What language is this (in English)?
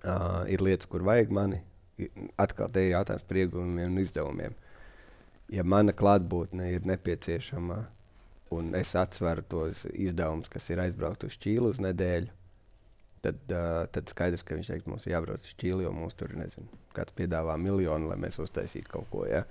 Latvian